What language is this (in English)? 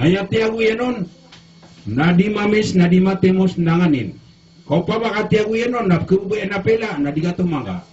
Maranao